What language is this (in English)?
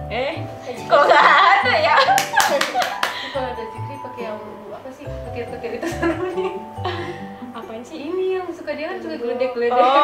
Indonesian